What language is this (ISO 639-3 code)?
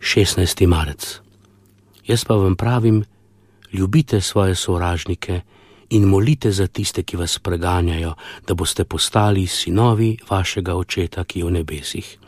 slv